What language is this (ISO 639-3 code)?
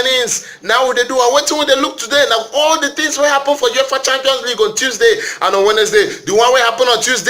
pcm